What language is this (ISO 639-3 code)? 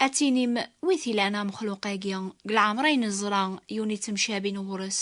kab